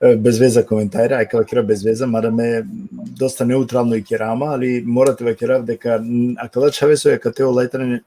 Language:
Balkan Romani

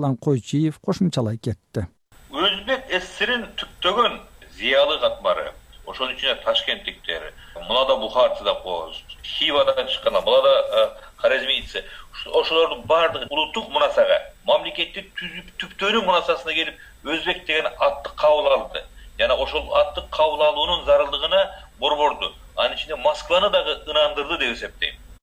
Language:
Kyrgyz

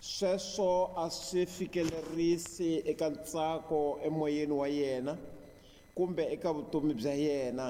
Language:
Tsonga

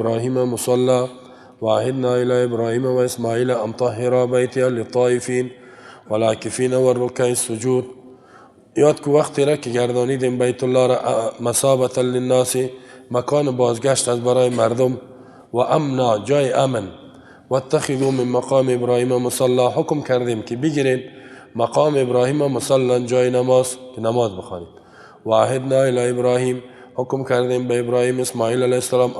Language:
Persian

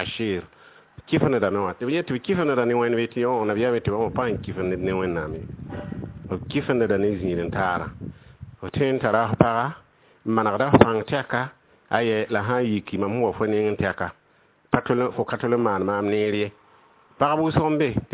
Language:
Mossi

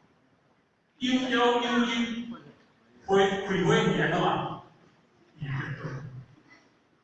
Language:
Min Nan Chinese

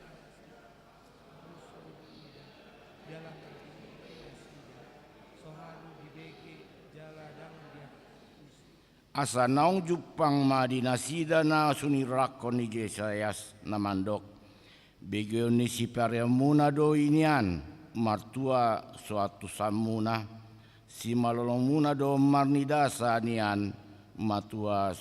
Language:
Batak Toba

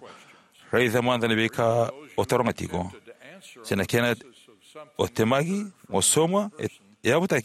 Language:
Fijian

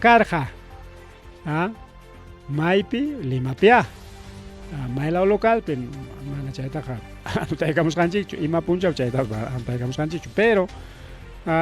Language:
Ayacucho Quechua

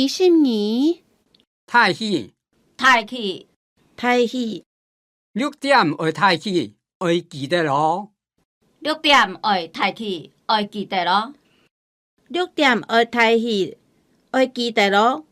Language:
Hakka Chinese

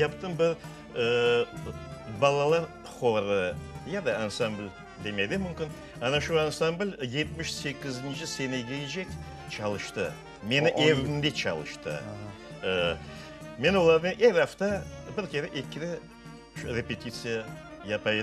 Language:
Crimean Tatar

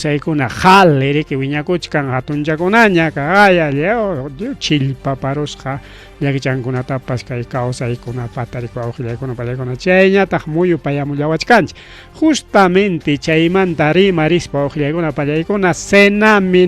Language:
Ayacucho Quechua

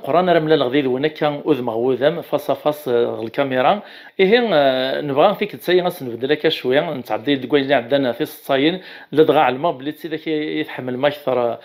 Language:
Kabyle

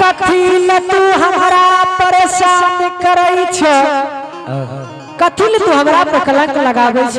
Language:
Angika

